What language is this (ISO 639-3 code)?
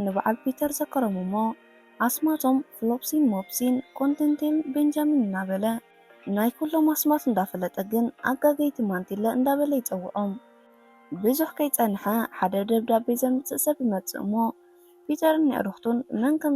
tir